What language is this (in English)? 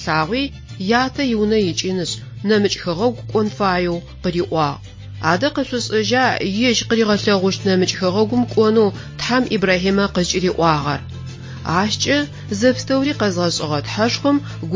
Adyghe